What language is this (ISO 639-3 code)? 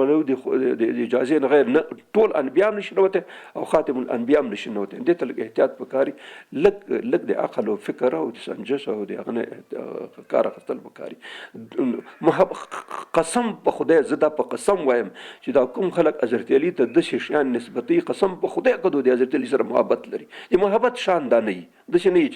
pus